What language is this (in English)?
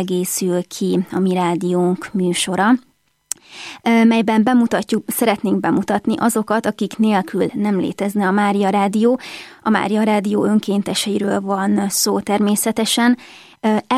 Hungarian